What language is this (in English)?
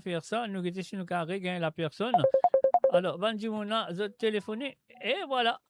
Morisyen